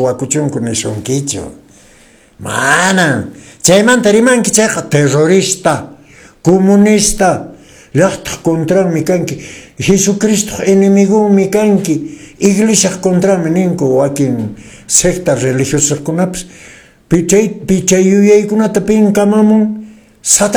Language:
Quechua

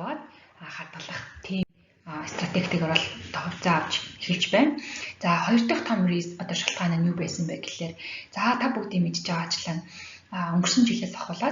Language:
Mongolian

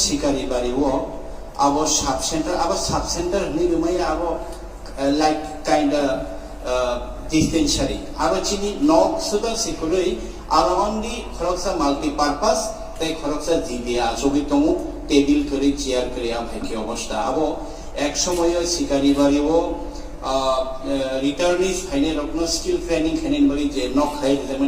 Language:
Kok Borok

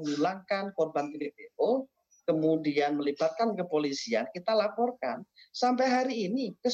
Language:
Indonesian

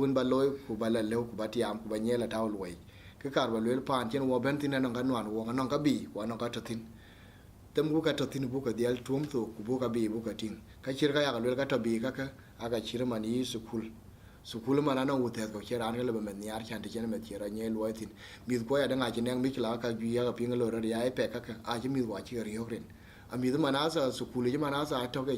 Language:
Dinka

